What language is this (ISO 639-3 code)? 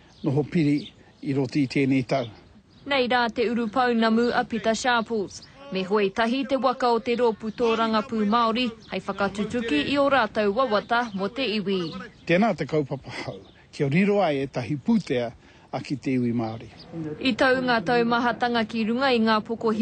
mri